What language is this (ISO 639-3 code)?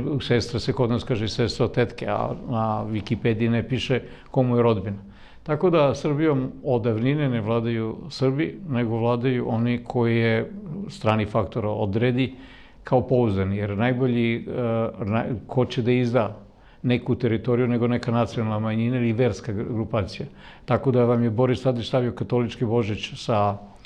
srp